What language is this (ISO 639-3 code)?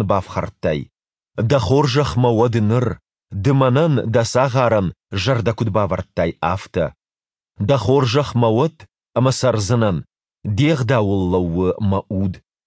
oss